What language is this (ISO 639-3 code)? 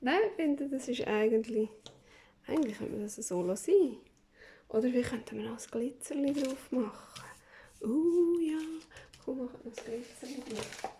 gsw